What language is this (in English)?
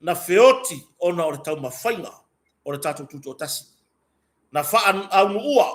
Samoan